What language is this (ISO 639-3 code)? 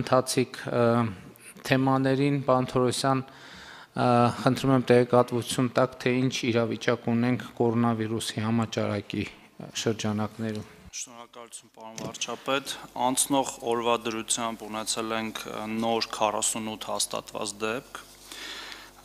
hye